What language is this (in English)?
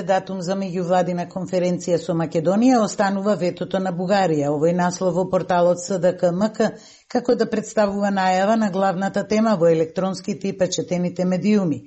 Macedonian